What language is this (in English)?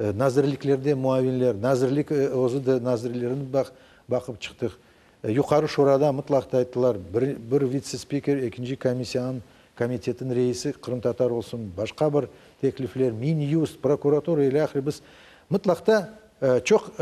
Crimean Tatar